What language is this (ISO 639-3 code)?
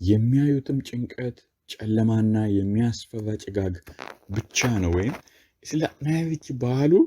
sid